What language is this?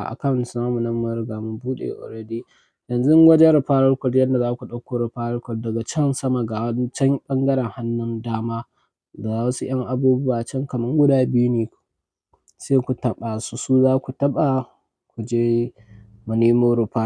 Hausa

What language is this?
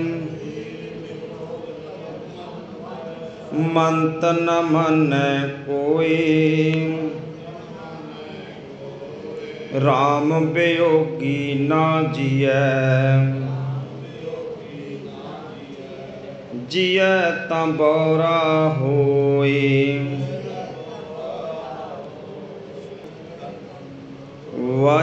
Punjabi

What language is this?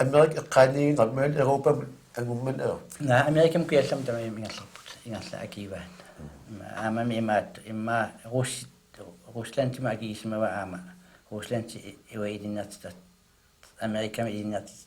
Kalaallisut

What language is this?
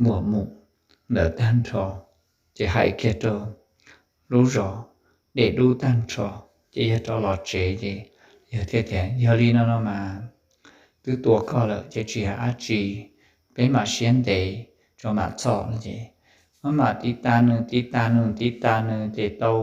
Hmong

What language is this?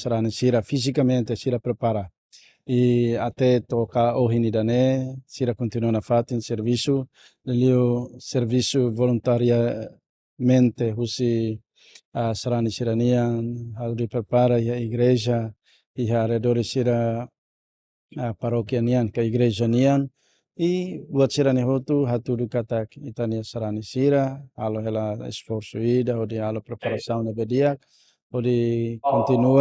Tetum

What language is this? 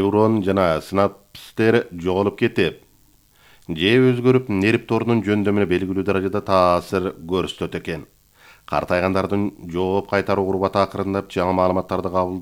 Kyrgyz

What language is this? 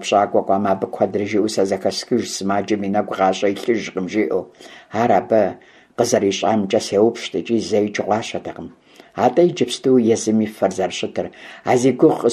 Kabardian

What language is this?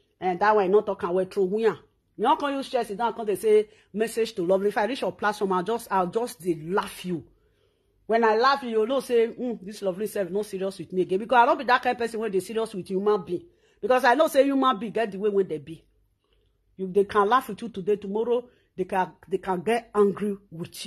Nigerian Pidgin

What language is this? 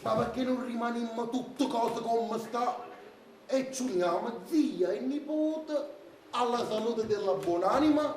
Neapolitan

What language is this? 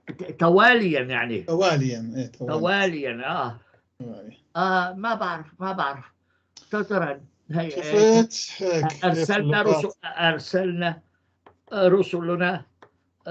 North Levantine Arabic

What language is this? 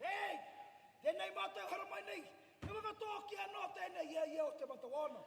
Māori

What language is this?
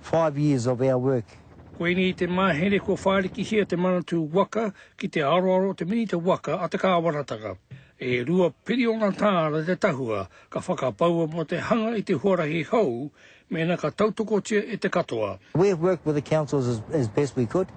Māori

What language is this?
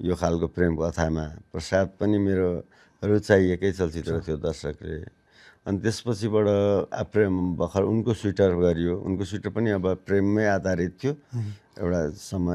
Nepali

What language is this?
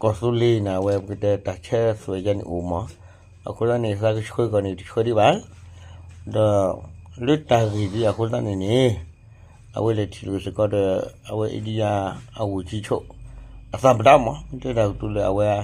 S'gaw Karen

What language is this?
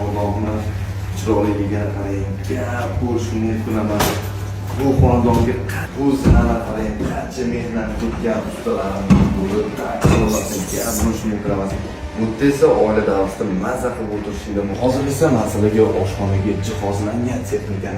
Uzbek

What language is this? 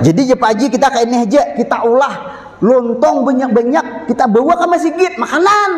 Banjar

